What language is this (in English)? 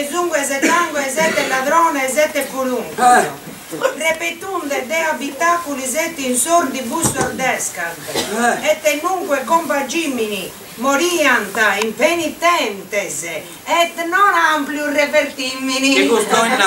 Sardinian